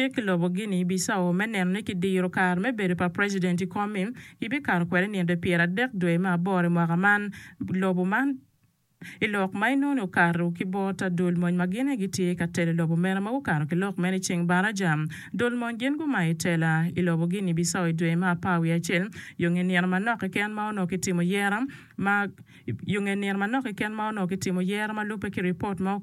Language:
Acoli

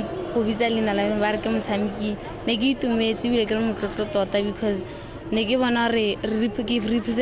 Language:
Tswana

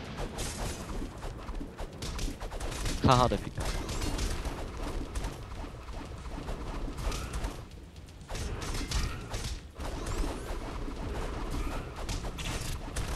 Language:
Swedish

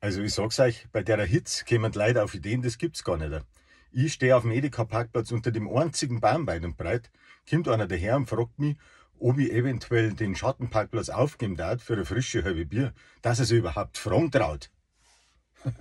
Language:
Bavarian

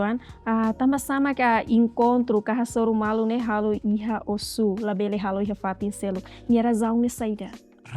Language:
Tetum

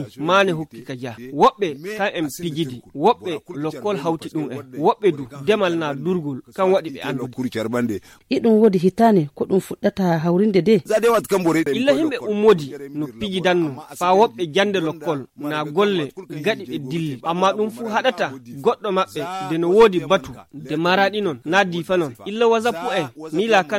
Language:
Fula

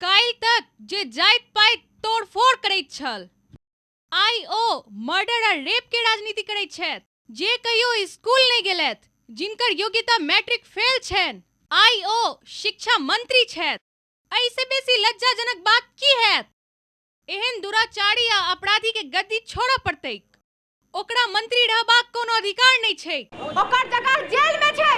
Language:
Maithili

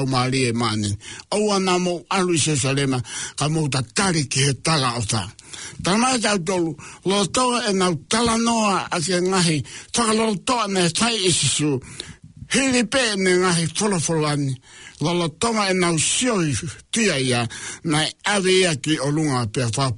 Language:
Tongan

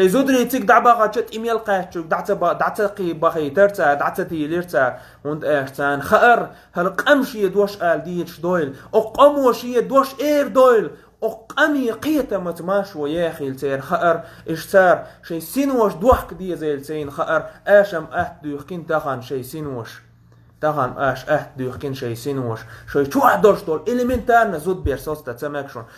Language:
Chechen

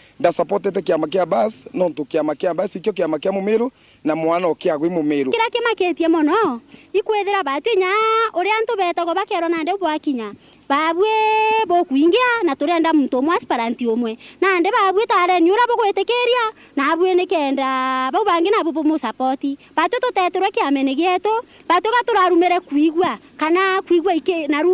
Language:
Meru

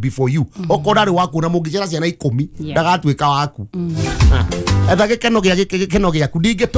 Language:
Kikuyu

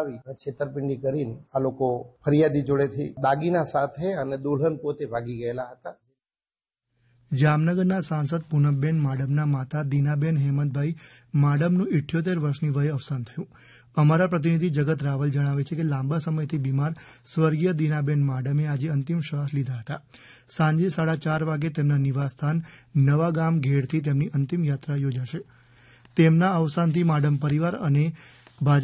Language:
Gujarati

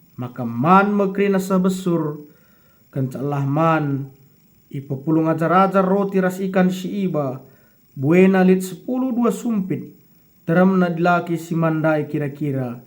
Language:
Batak Karo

